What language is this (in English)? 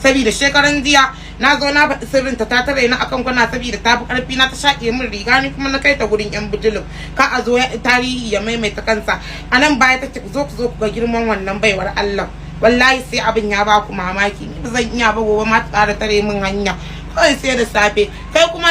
Hausa